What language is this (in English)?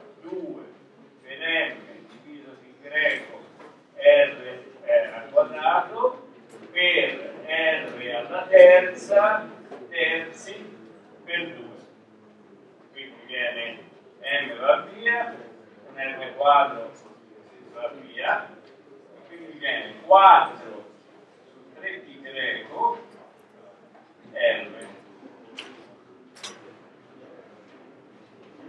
Italian